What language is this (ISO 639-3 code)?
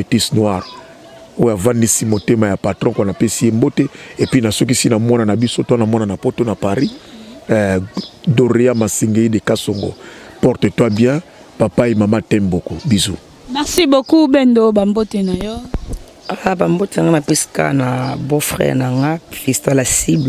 lin